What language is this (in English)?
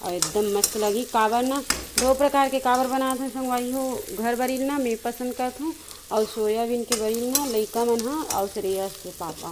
Chhattisgarhi